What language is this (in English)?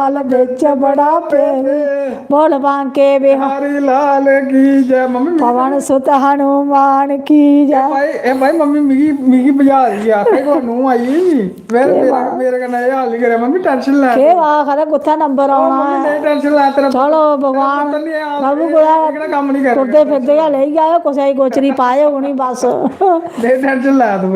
Dogri